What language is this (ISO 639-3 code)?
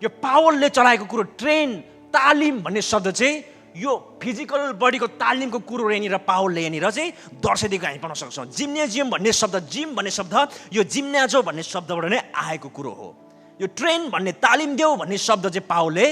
nep